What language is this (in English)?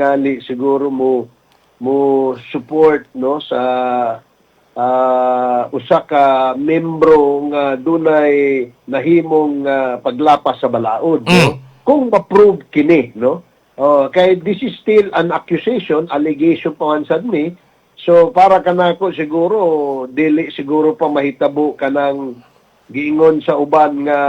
Cebuano